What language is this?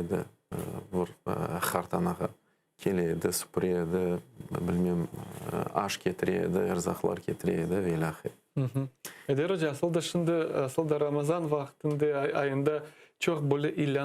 Crimean Tatar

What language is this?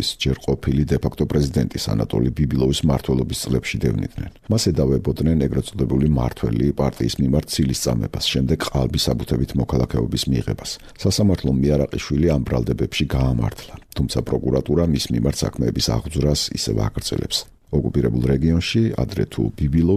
Georgian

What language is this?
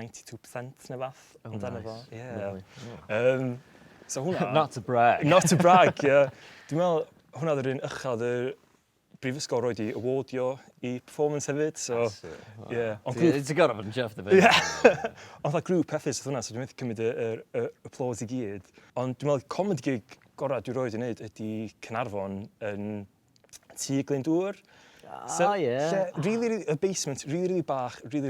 Welsh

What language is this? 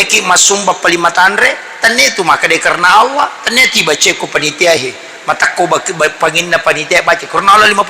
Buginese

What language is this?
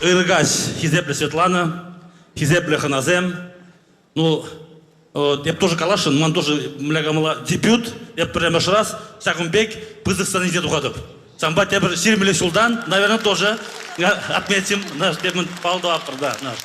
Chuvash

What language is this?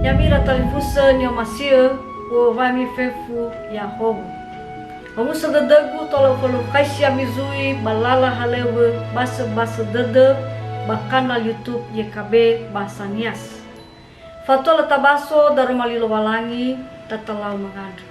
Nias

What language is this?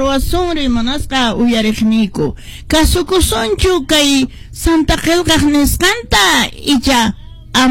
Quechua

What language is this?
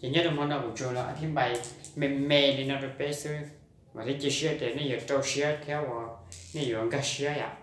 Hmong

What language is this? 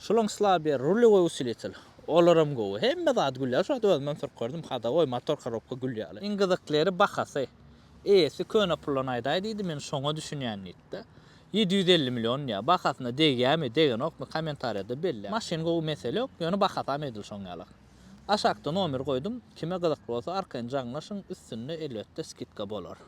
Turkmen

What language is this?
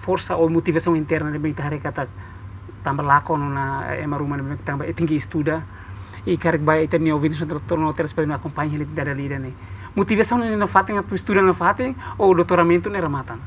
Tetum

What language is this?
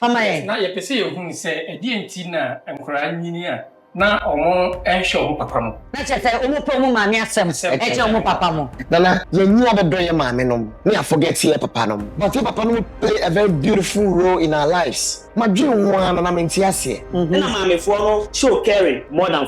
Akan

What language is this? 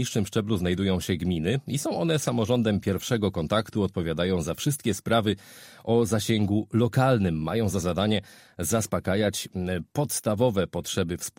Polish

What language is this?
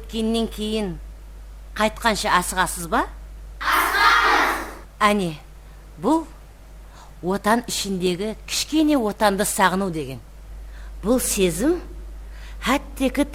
Kara-Kalpak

